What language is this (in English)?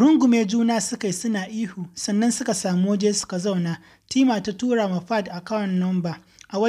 Hausa